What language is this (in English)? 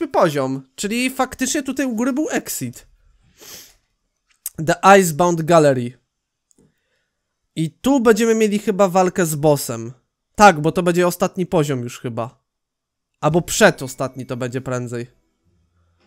Polish